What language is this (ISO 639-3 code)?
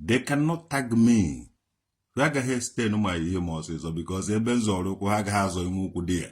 ibo